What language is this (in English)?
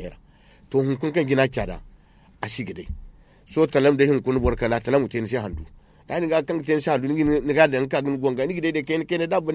Zarma